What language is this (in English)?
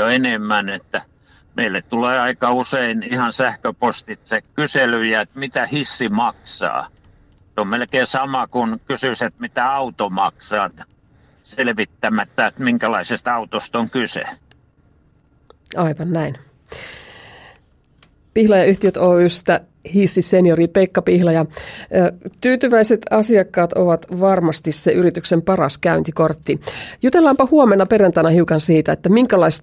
Finnish